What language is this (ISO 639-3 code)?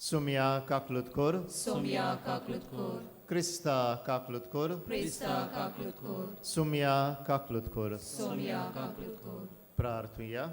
kok